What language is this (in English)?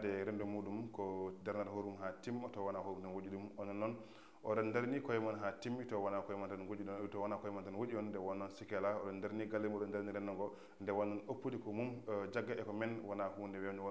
Fula